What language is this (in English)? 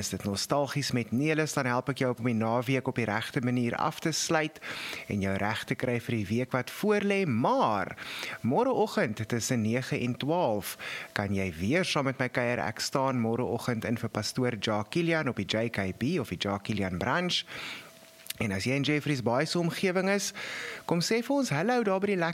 Afrikaans